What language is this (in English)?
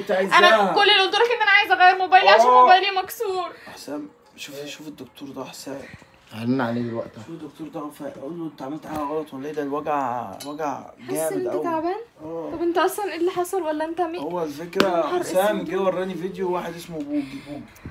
Egyptian Arabic